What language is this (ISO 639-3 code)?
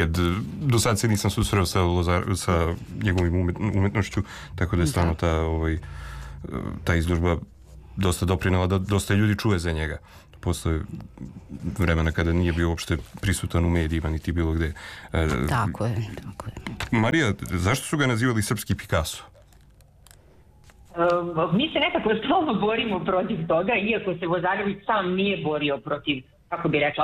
srp